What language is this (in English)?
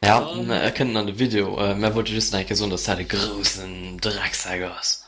Luxembourgish